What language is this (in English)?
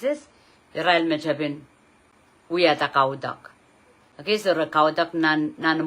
Pohnpeian